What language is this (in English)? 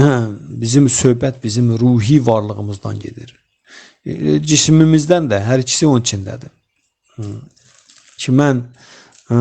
Azerbaijani